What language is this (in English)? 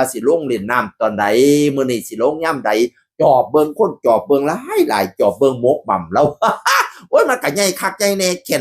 Northeastern Thai